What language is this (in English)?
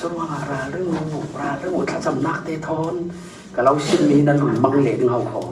Falam Chin